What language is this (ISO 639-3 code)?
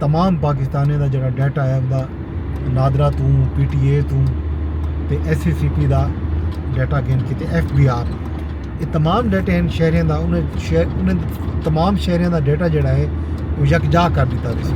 skr